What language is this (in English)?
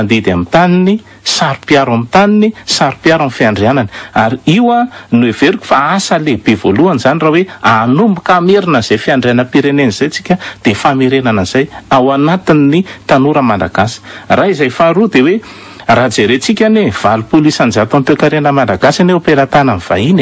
Malagasy